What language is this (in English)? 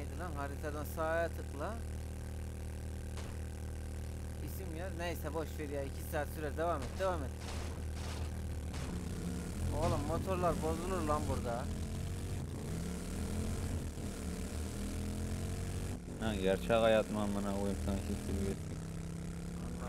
Turkish